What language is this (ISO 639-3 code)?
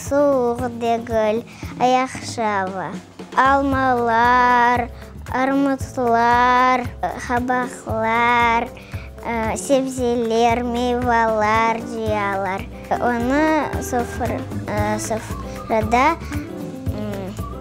crh